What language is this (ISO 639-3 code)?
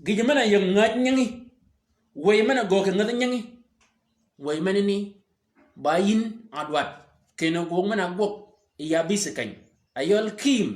shk